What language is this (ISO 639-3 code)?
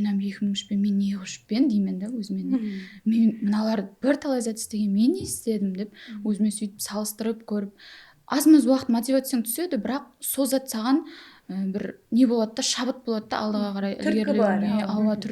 kaa